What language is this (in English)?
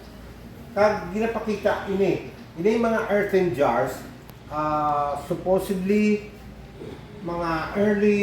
Hiligaynon